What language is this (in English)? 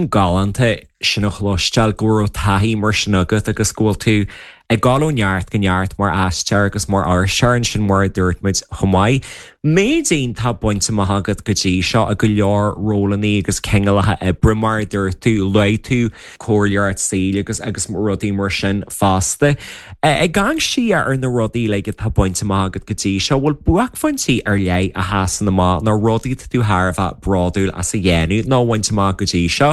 Irish